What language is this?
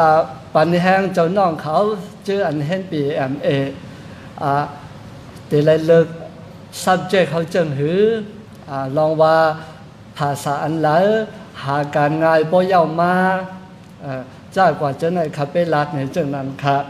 Shan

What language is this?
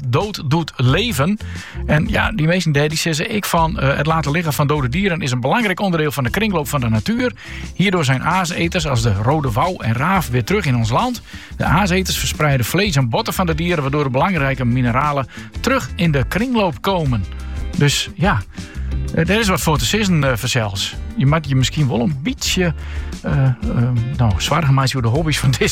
Dutch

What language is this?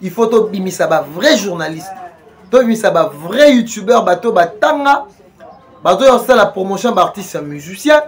Lingala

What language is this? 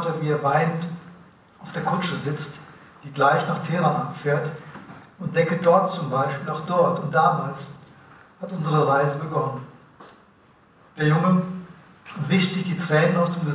German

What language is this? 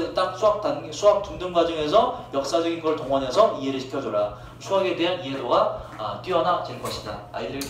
Korean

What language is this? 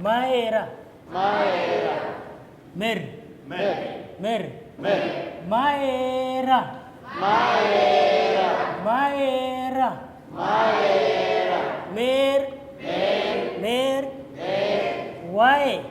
Dinka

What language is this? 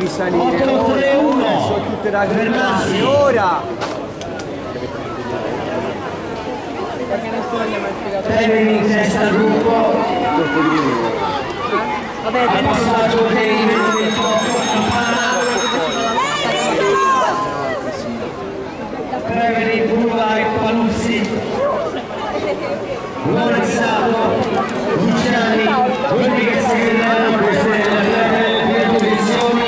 Italian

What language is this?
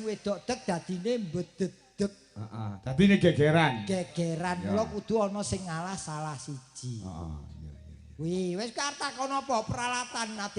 Javanese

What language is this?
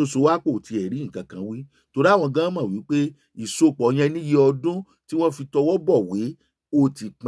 Yoruba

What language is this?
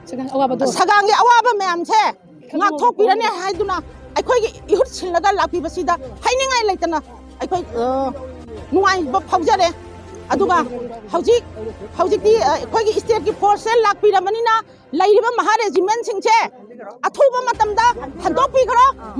Manipuri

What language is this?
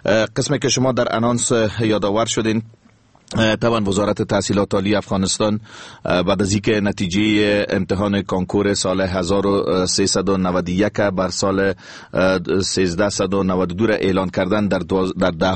Persian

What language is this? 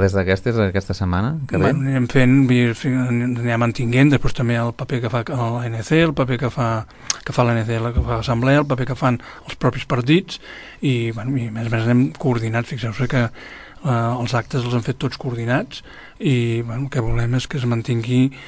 Catalan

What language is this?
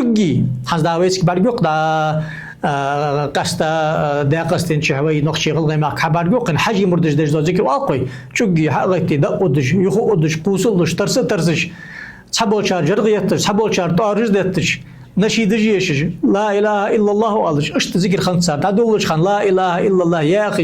Ingush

